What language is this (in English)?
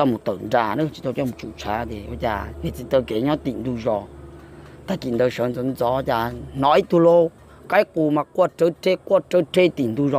Hmong